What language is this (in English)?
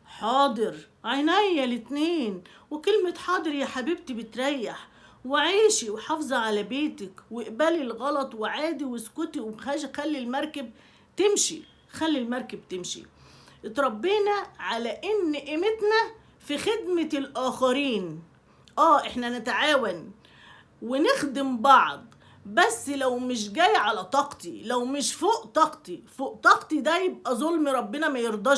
Egyptian Arabic